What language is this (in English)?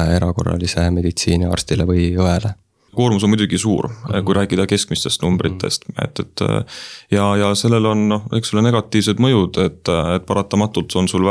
Estonian